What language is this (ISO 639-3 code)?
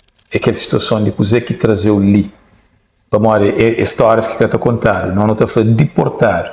kea